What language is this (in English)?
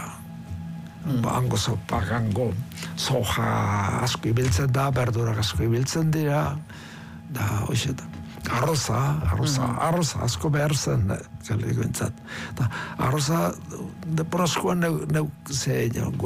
Basque